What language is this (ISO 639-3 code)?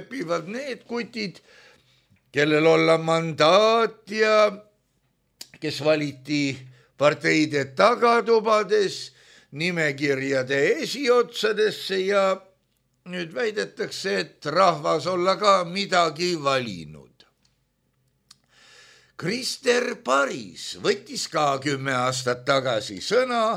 est